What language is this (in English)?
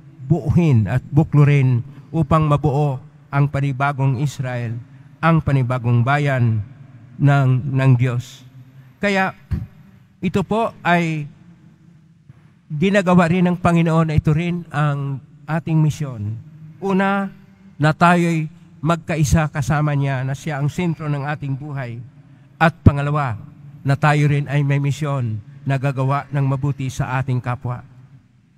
Filipino